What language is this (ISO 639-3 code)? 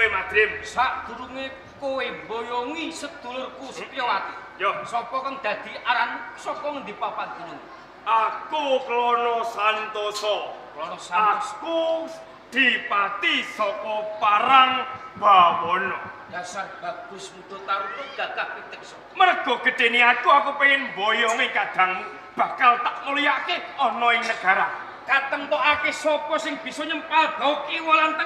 jav